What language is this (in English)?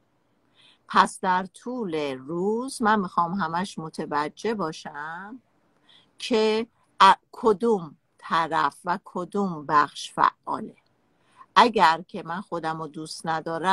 Persian